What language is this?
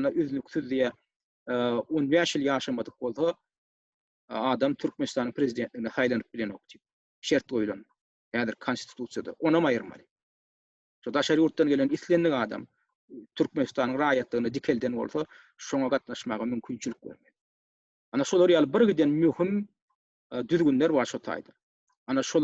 Turkmen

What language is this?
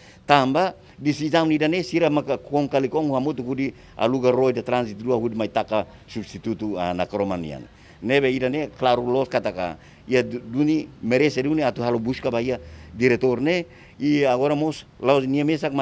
Tetum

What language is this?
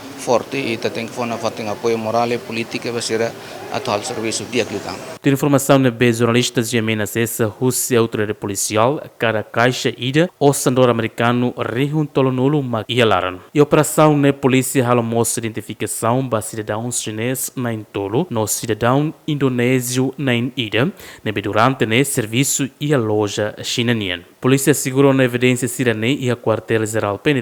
Tetum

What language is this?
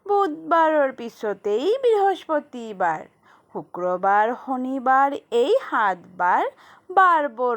Assamese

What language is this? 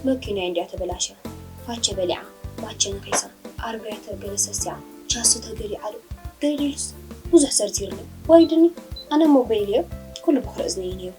Tigrinya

